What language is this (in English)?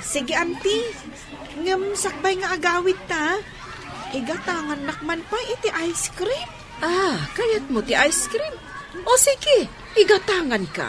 Iloko